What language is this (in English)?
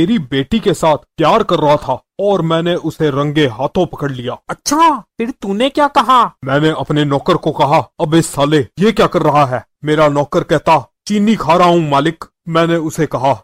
Hindi